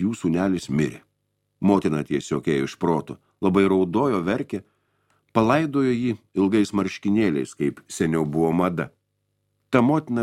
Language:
Lithuanian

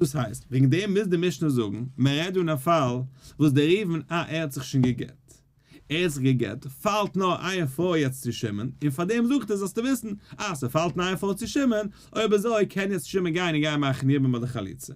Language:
Yiddish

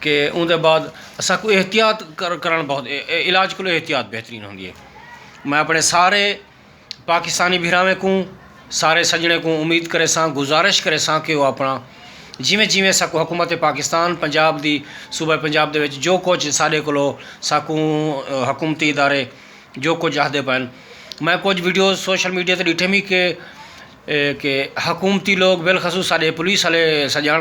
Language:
Saraiki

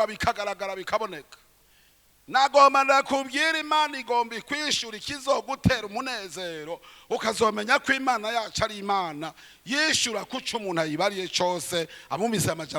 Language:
Rundi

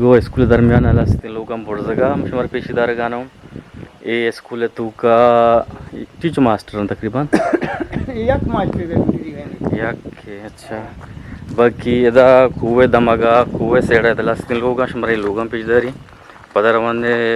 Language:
Eastern Balochi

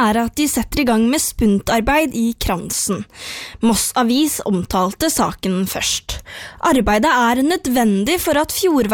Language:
Norwegian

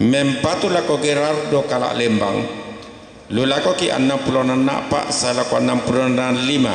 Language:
Toraja-Sa'dan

